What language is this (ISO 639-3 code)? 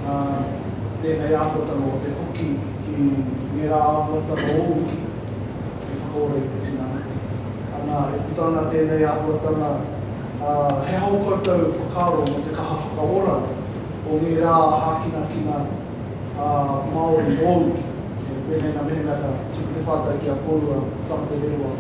mri